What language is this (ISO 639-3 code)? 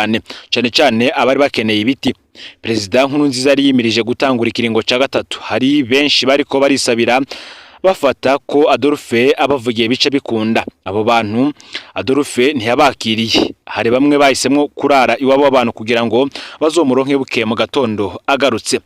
run